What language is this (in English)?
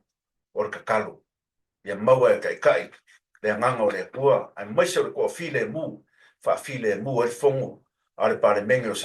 Samoan